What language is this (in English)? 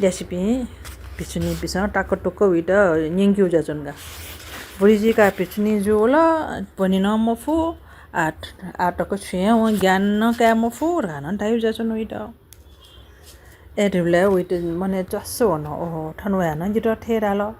Newari